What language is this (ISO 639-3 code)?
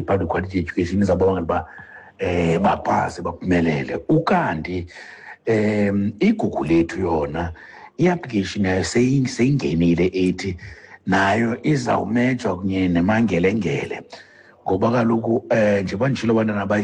xho